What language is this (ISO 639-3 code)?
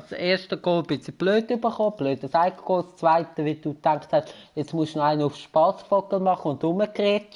gsw